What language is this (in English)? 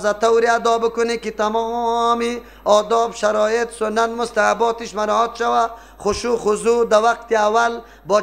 Persian